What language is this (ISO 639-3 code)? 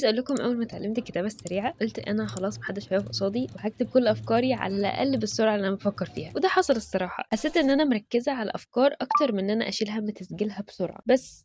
arz